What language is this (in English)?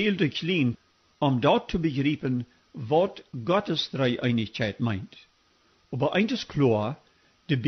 Plautdietsch